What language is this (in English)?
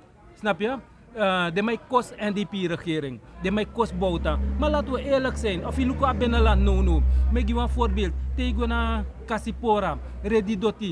Sranan Tongo